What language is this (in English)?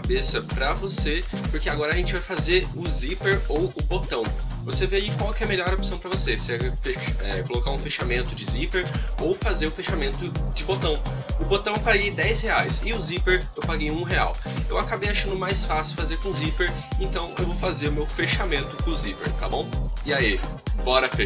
Portuguese